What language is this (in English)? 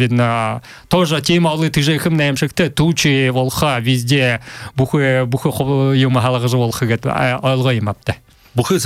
Buriat